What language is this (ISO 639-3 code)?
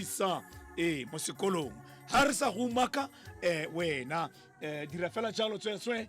tsn